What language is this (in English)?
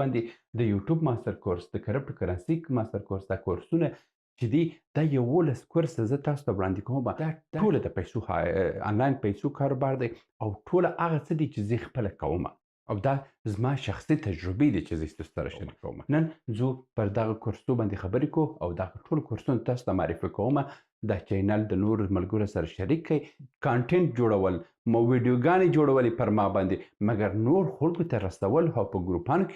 Pashto